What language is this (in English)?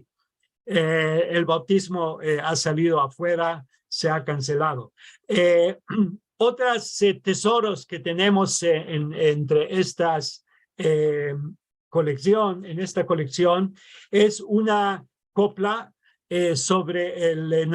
Ladino